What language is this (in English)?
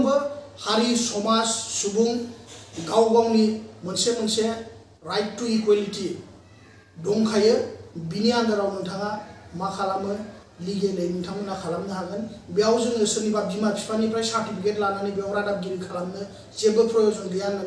Bodo